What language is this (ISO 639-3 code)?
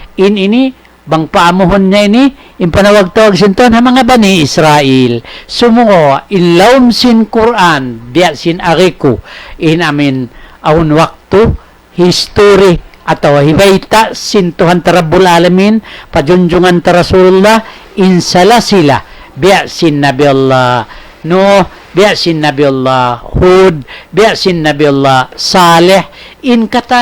tsg